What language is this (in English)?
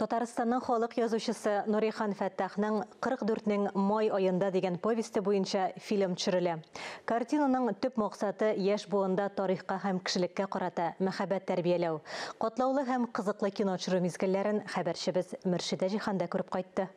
Tatar